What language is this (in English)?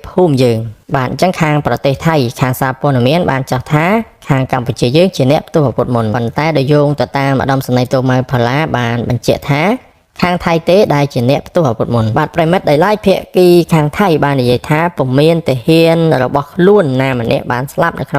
Khmer